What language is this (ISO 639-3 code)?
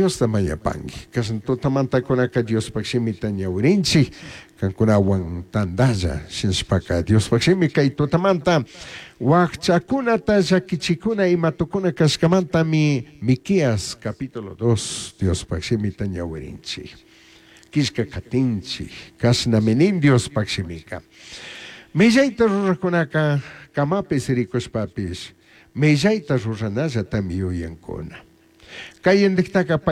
qug